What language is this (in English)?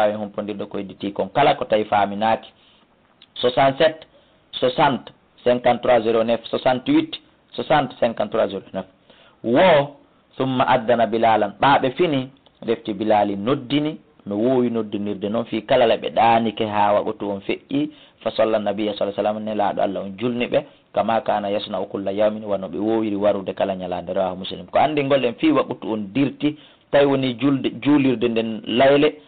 Fula